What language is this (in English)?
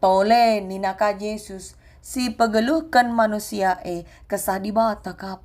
Batak Karo